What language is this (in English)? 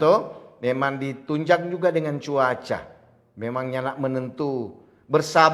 Manado Malay